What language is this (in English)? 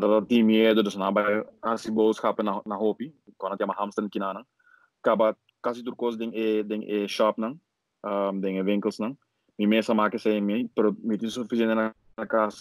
Papiamento